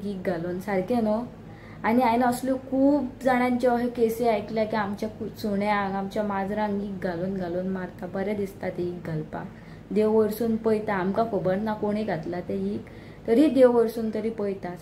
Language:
Konkani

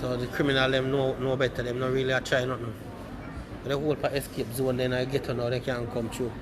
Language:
Jamaican Creole English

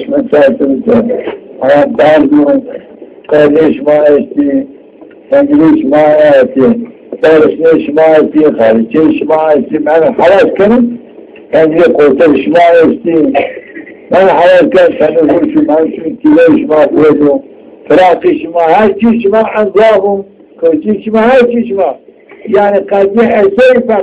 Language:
Zaza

